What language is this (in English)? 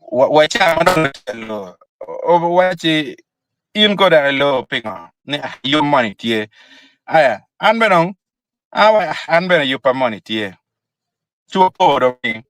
Acoli